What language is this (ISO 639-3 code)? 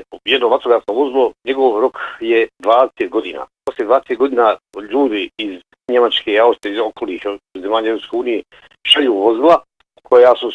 bos